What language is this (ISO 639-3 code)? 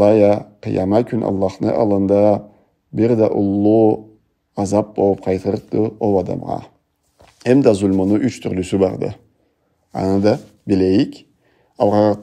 krc